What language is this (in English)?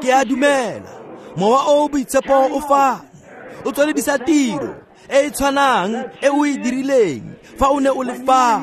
Tswana